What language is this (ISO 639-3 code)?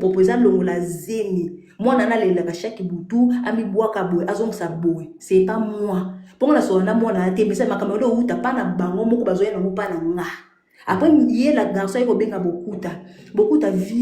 lin